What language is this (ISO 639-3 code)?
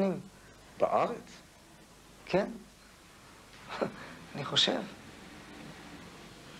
heb